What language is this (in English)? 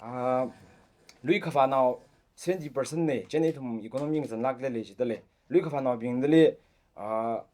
Tangkhul Naga (India)